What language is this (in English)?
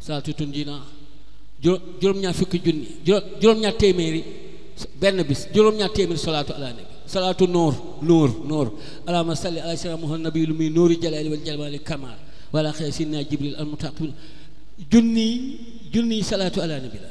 Wolof